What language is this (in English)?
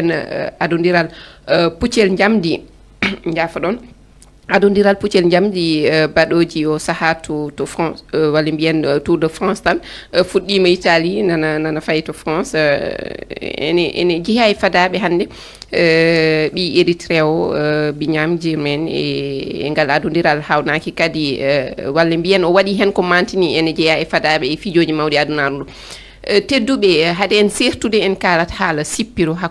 Fula